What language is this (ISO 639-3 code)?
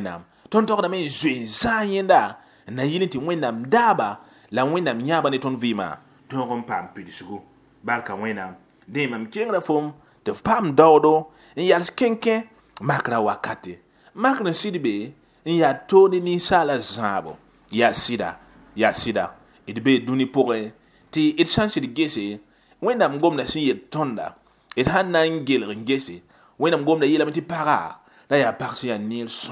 mos